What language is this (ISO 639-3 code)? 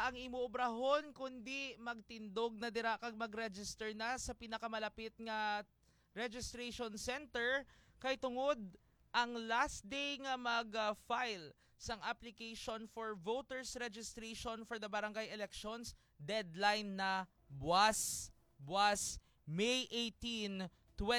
hil